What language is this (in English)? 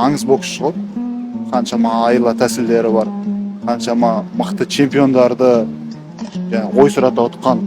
Kazakh